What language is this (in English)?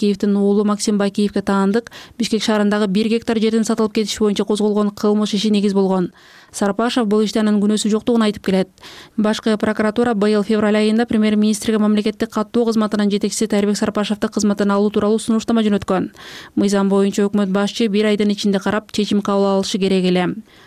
Kyrgyz